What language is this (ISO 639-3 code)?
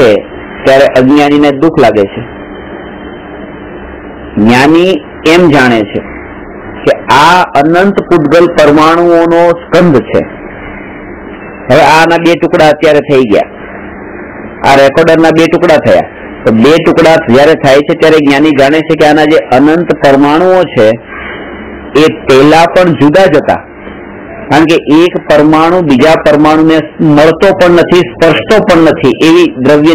guj